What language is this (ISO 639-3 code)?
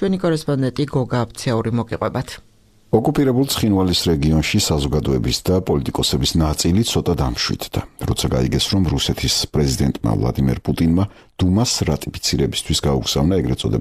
kat